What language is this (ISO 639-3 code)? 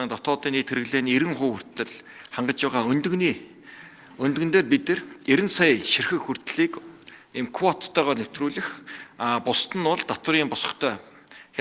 mon